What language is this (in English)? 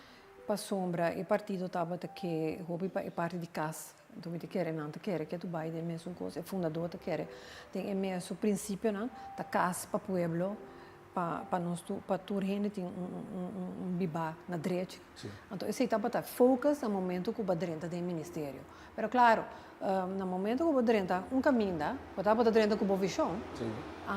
Papiamento